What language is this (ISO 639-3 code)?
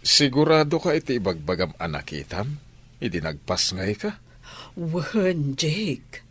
ilo